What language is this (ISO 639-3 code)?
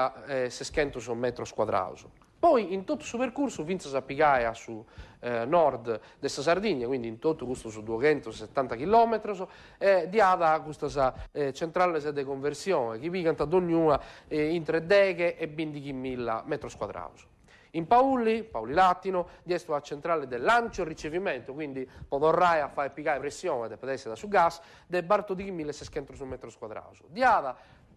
srd